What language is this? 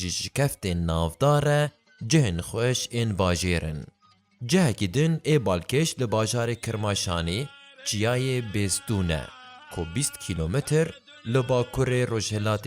Kurdish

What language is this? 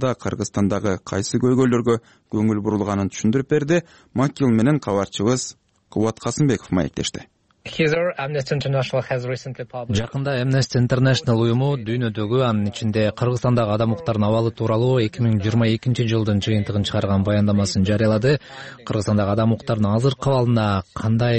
Kyrgyz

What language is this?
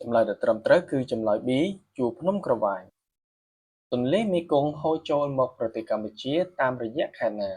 Khmer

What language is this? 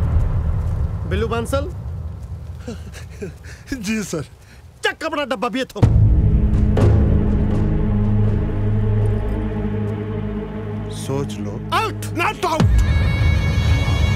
Punjabi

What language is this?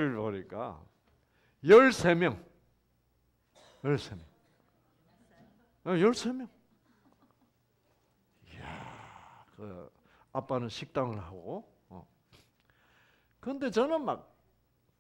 Korean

